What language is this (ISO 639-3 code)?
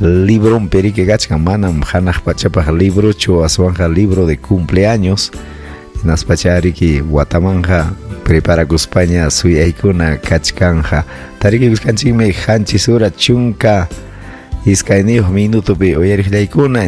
quy